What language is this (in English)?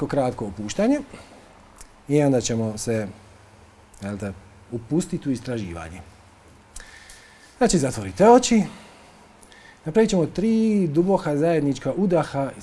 Croatian